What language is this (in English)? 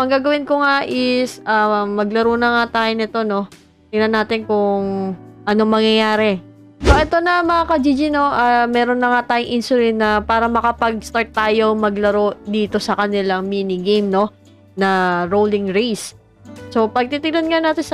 Filipino